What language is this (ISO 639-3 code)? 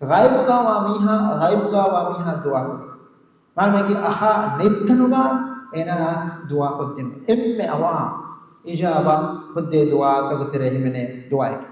div